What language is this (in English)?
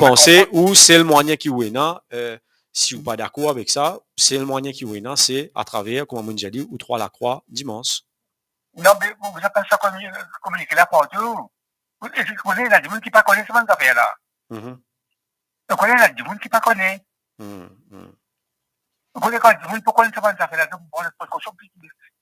Morisyen